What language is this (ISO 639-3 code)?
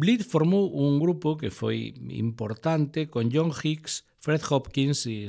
glg